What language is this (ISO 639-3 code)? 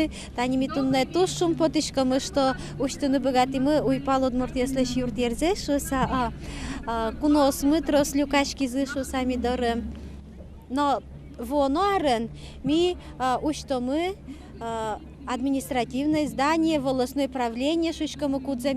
udm